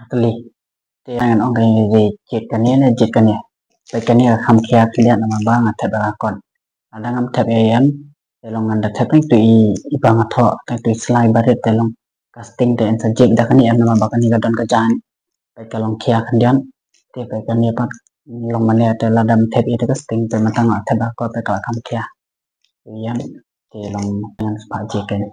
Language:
Khasi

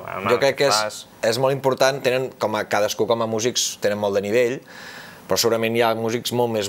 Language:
Catalan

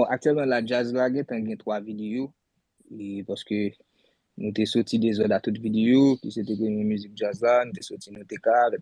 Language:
Haitian Creole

